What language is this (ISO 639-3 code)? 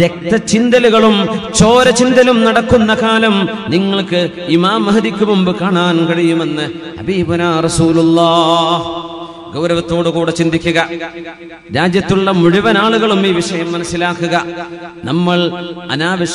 mal